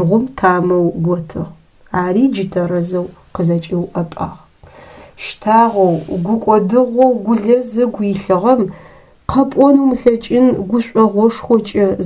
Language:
Adyghe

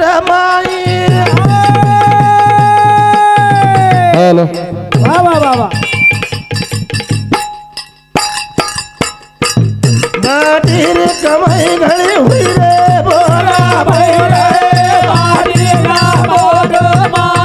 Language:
Lambadi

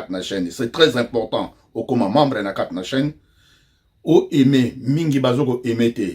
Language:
Lingala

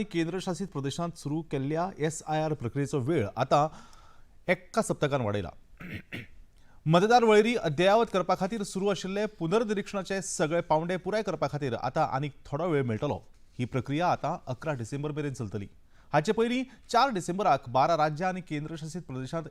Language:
Konkani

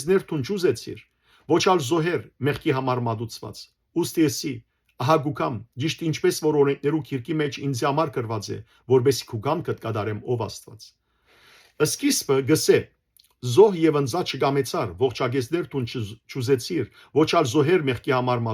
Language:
Western Armenian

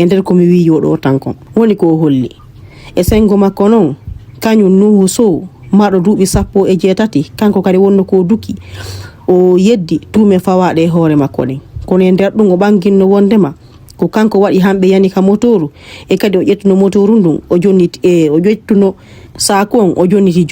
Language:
Fula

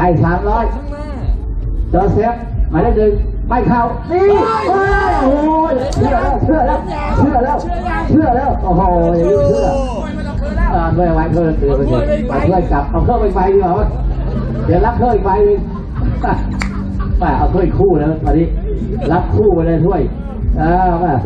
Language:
Thai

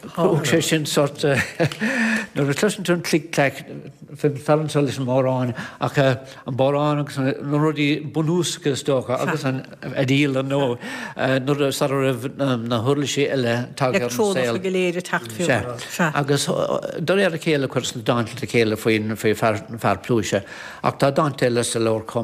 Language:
Irish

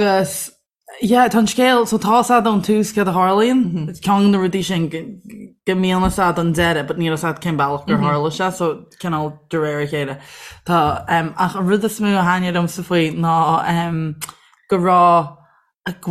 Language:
Irish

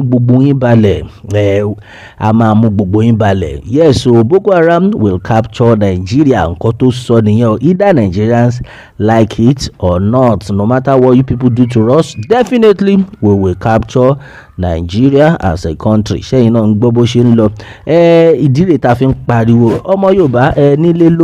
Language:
Yoruba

